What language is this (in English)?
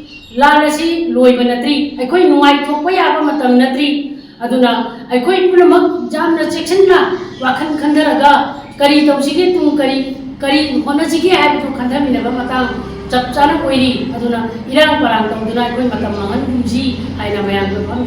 Manipuri